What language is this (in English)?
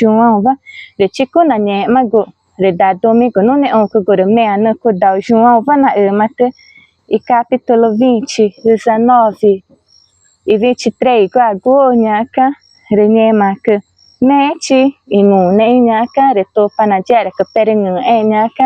Ticuna